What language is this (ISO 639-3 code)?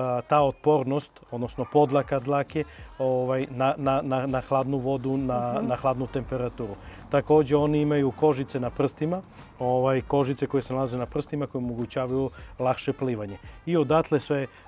srp